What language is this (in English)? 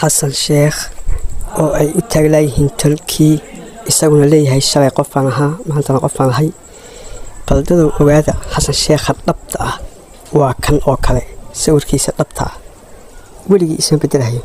Somali